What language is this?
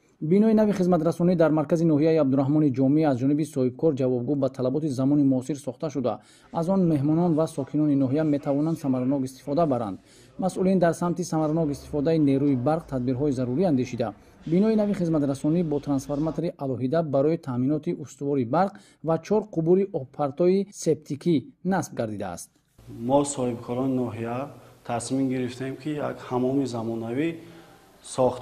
Tajik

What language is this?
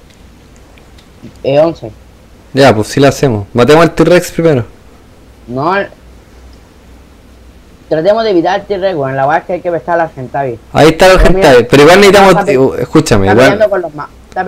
Spanish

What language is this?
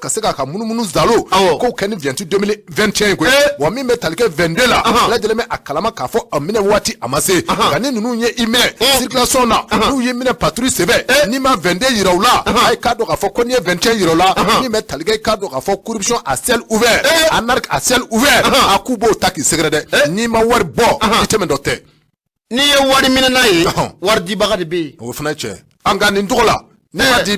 Bambara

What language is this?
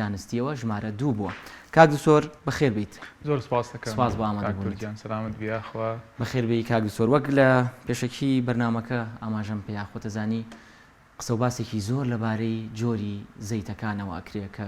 Central Kurdish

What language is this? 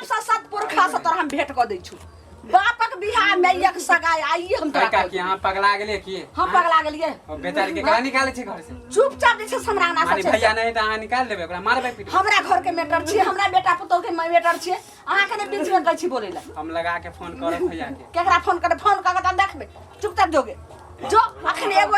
Maithili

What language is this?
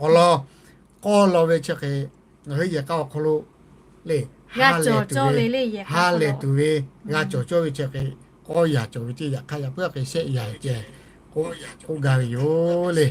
Lahu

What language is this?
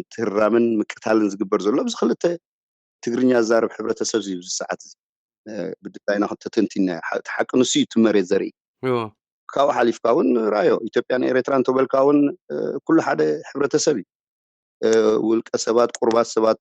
Tigrinya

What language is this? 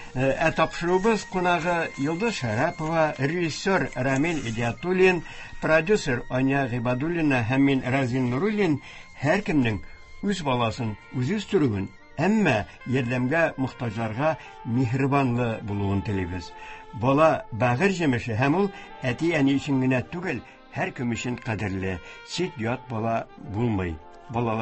Tatar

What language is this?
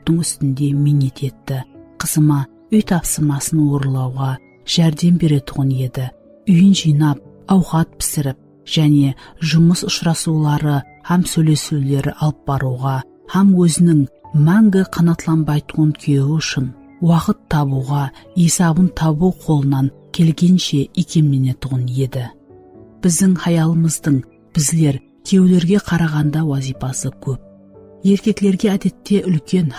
Kara-Kalpak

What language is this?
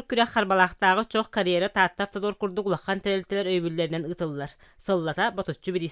Yakut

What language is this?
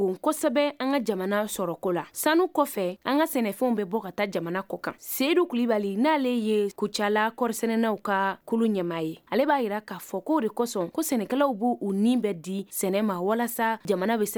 Bambara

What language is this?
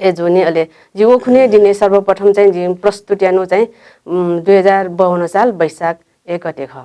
Newari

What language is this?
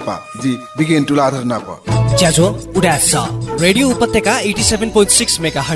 Newari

